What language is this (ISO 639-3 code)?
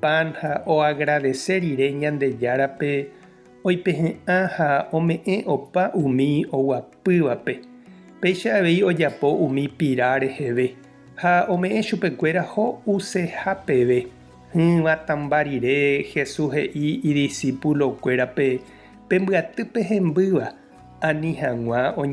grn